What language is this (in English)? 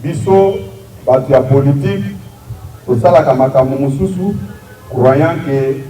Lingala